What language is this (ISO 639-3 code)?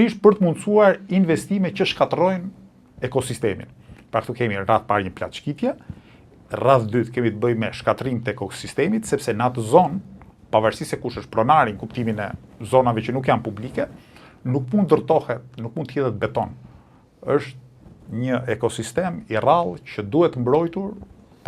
sqi